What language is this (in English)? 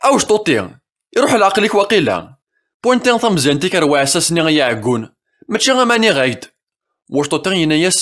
Kabyle